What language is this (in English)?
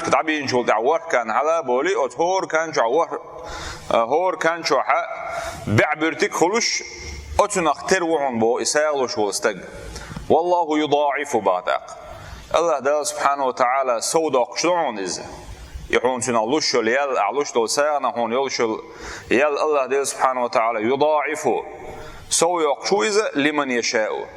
Chechen